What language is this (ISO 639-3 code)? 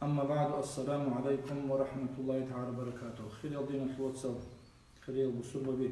ava